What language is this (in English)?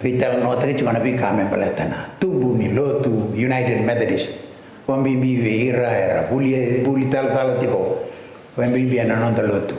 Fijian